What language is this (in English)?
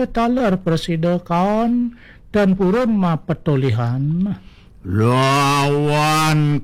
Balinese